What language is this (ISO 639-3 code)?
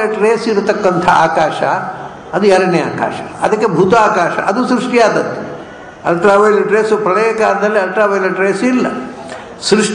kan